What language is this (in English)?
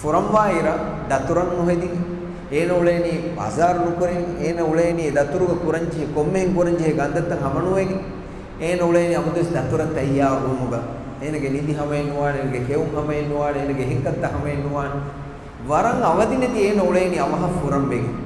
Divehi